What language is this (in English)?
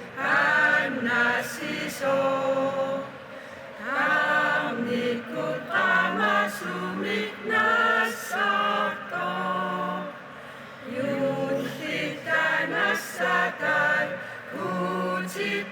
Kalaallisut